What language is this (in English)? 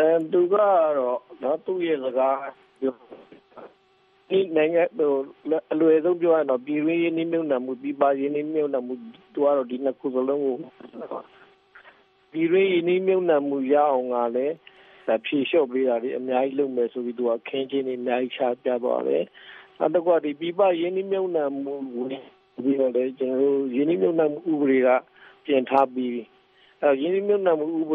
Burmese